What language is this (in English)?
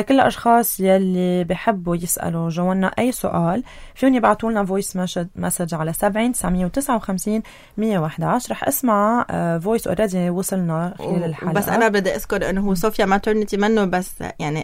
North Levantine Arabic